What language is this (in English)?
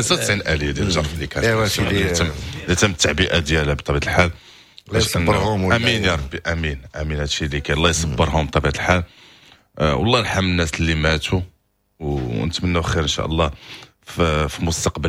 Moroccan Arabic